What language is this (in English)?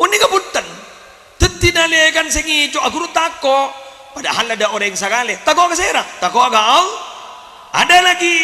Madurese